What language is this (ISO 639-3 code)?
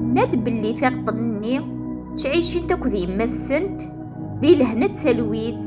kab